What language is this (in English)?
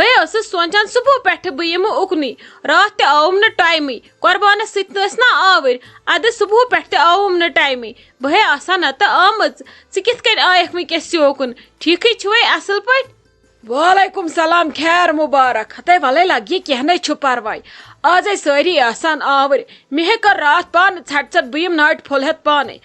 Kashmiri